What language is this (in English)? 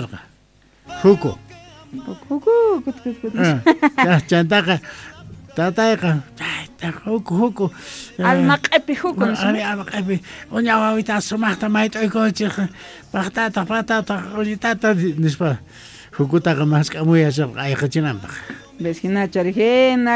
South Bolivian Quechua